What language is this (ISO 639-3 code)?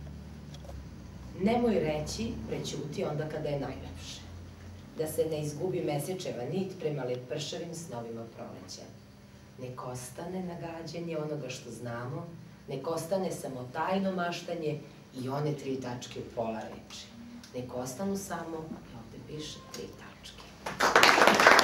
srp